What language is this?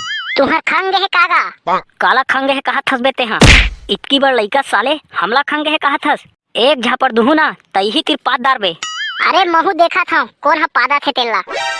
Chhattisgarhi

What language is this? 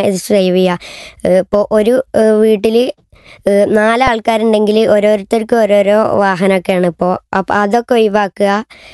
Malayalam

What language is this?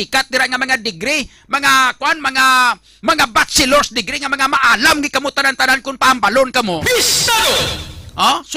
Hiligaynon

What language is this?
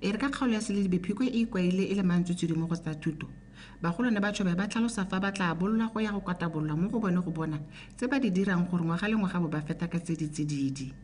Tswana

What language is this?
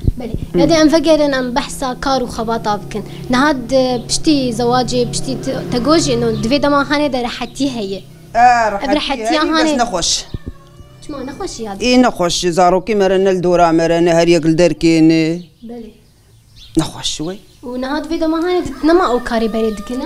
Kurdish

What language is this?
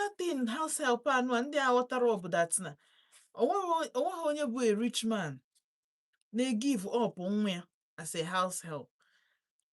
Igbo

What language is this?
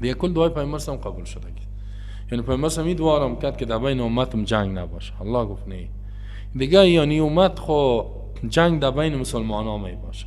Persian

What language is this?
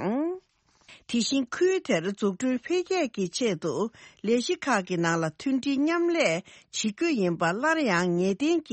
Tibetan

